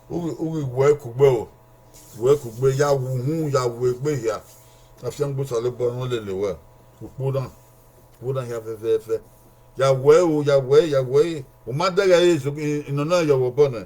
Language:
Bini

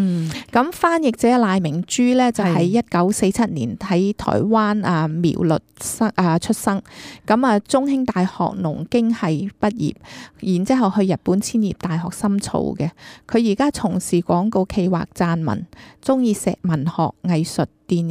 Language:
Cantonese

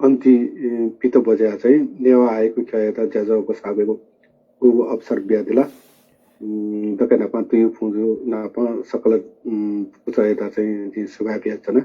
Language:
Newari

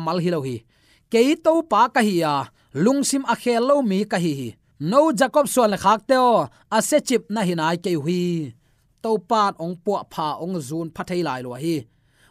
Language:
Tedim Chin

